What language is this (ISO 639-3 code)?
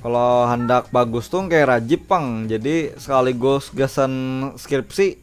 bjn